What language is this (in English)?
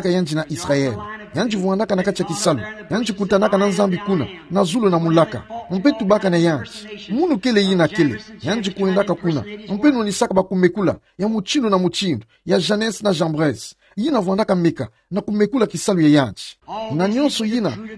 Kituba (Democratic Republic of Congo)